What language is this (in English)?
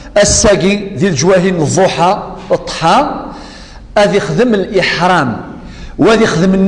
Kabyle